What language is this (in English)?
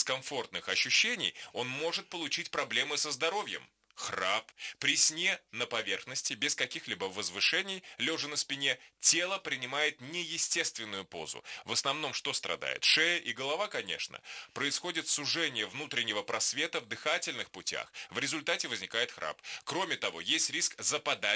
Russian